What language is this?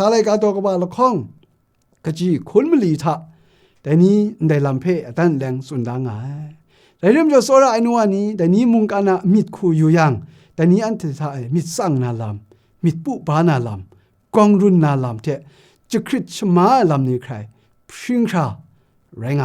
Kachin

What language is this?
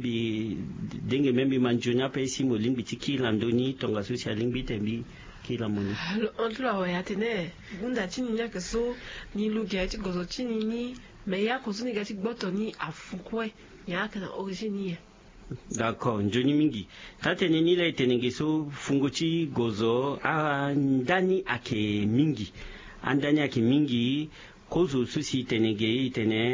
Sango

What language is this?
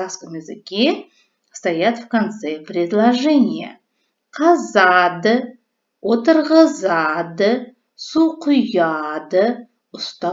Kazakh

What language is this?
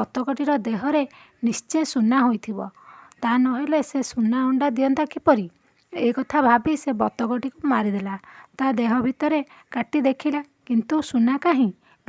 Odia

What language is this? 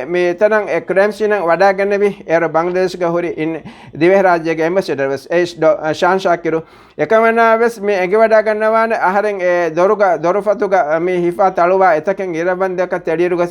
Divehi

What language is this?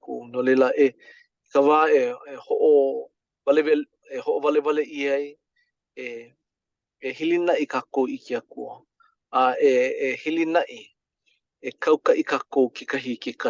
Hawaiian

